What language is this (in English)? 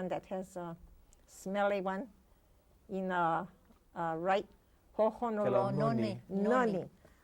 Hawaiian